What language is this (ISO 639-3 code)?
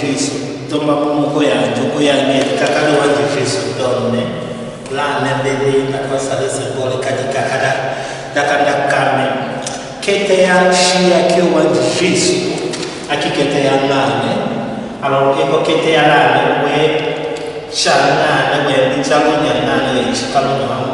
tll